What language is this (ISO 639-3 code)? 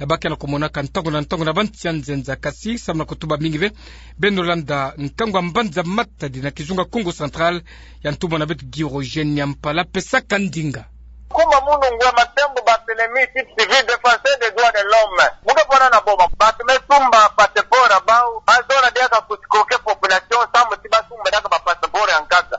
ktu